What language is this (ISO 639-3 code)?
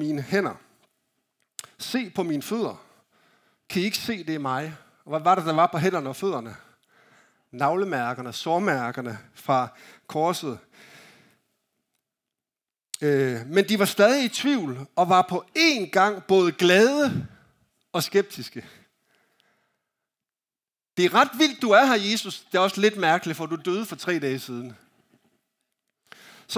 dan